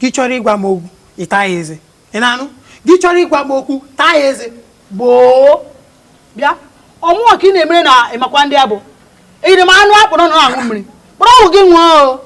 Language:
Igbo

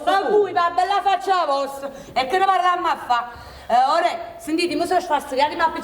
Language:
Neapolitan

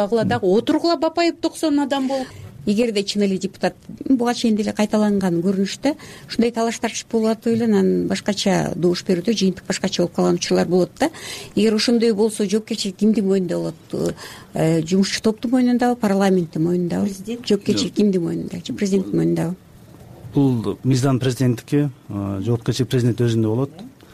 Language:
Kyrgyz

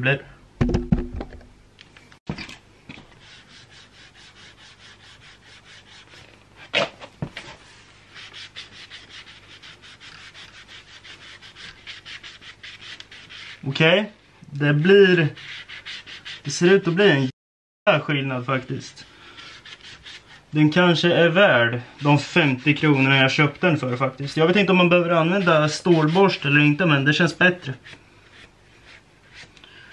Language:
Swedish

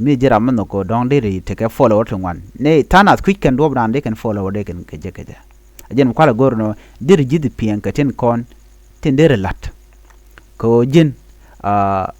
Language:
Nuer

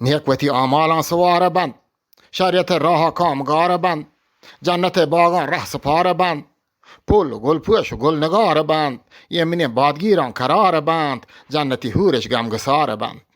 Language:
Eastern Balochi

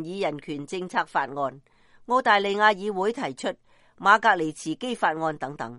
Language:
Cantonese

